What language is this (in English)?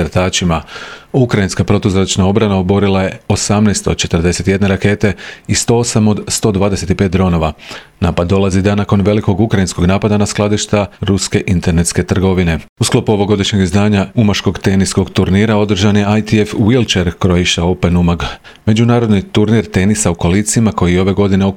Croatian